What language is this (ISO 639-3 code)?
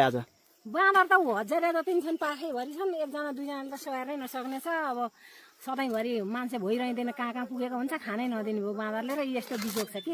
nep